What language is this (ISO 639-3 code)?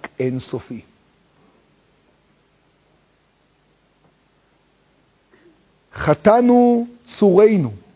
heb